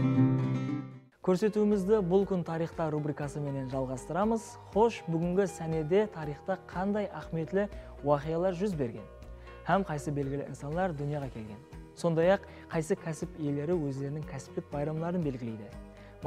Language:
Kara-Kalpak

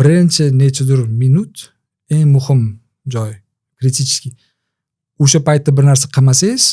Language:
Uzbek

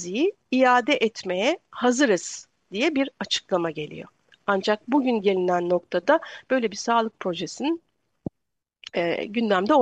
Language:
Turkish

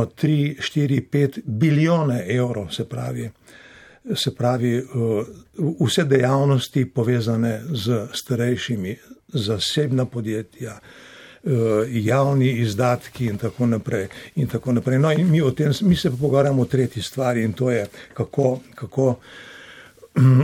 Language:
Slovenian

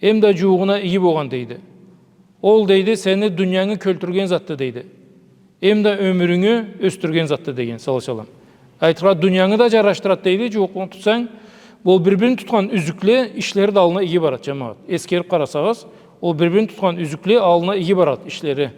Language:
Karachay-Balkar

